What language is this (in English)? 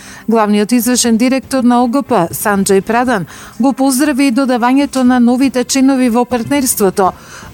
Macedonian